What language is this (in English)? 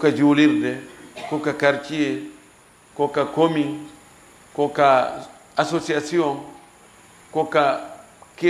Fula